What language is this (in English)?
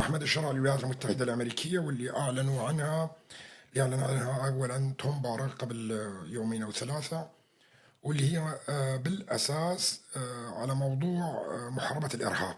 North Levantine Arabic